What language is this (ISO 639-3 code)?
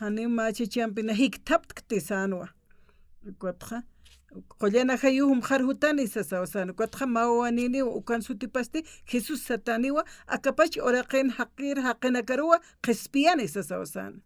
aym